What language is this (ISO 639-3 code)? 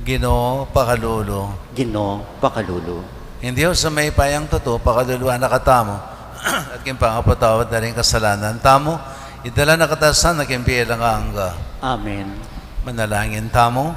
pam